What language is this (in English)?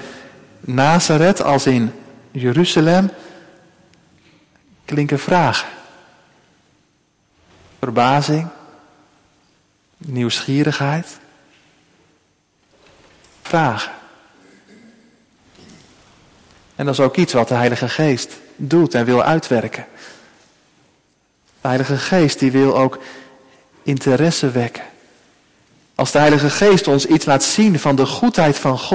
Dutch